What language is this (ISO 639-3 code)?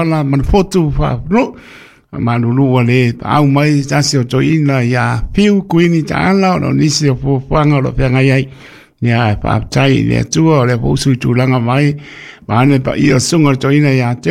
smo